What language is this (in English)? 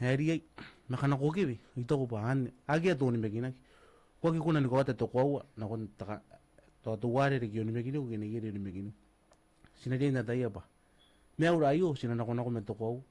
Gilbertese